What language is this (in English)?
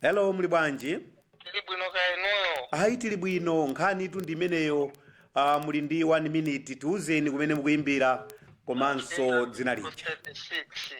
Nyanja